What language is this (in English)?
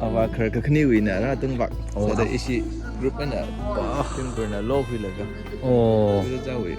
Tangkhul Naga (India)